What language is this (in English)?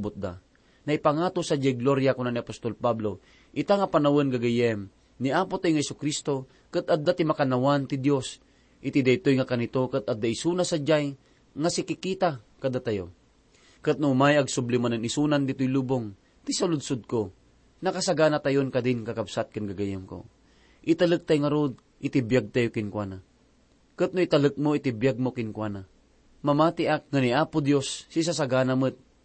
Iloko